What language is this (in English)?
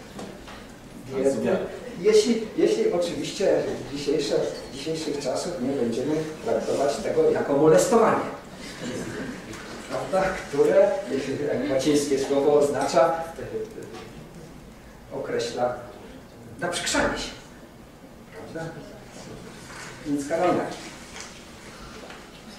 Polish